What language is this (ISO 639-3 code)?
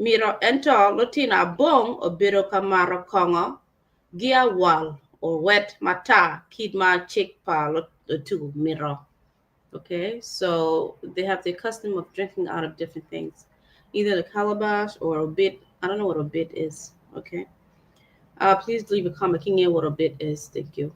ach